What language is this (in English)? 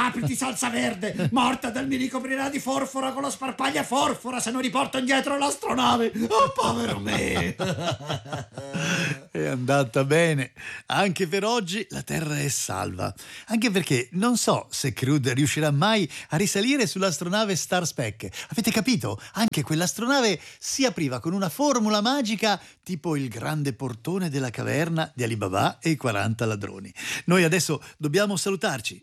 Italian